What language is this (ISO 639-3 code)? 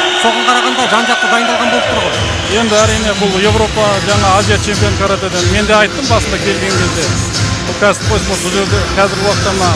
kaz